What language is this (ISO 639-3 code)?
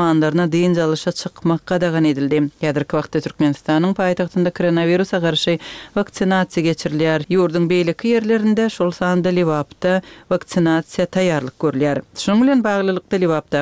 tuk